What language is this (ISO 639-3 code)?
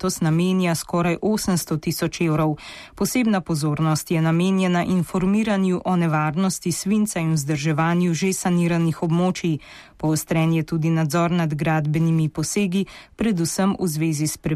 slv